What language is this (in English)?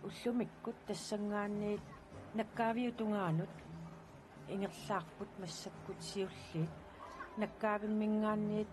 Kalaallisut